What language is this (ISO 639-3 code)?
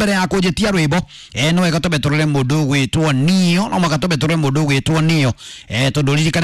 kik